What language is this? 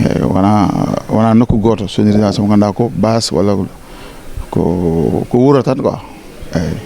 Fula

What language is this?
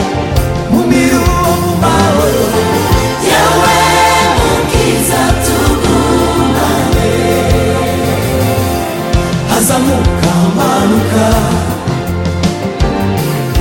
Kinyarwanda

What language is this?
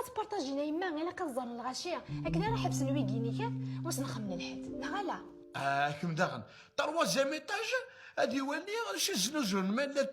Kabyle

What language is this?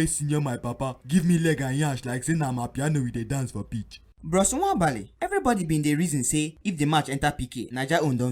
Nigerian Pidgin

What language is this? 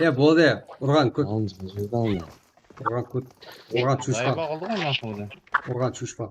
Kara-Kalpak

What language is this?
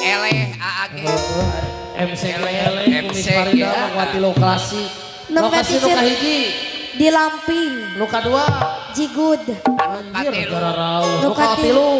Sundanese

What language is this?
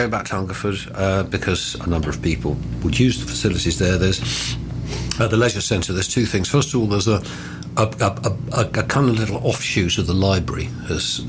English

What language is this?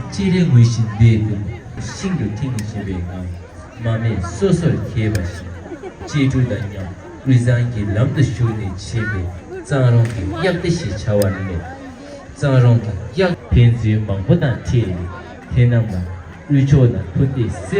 Tibetan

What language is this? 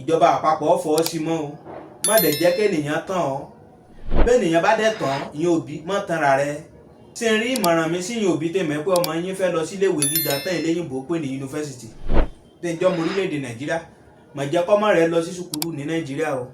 Yoruba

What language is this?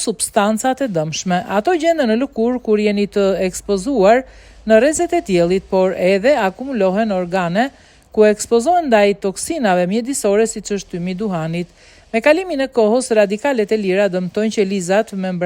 Albanian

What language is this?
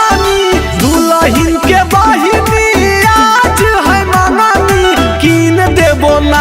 Magahi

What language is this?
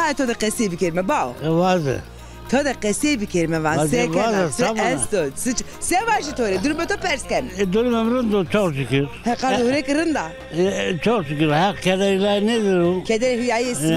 Zaza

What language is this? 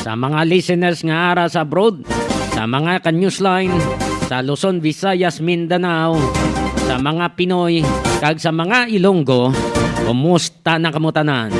Hiligaynon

